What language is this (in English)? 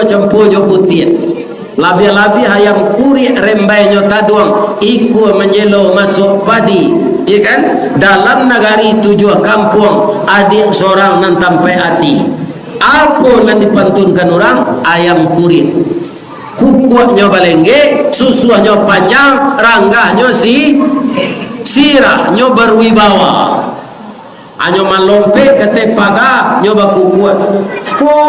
Minangkabau